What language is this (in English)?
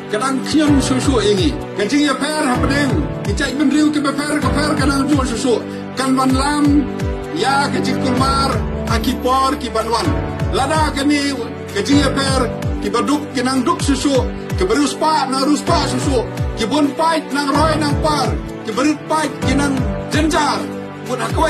Khasi